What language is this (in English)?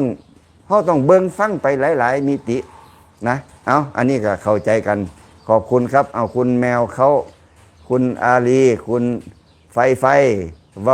Lao